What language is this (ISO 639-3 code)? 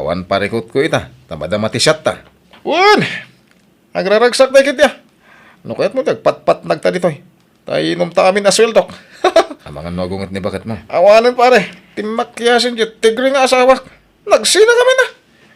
ilo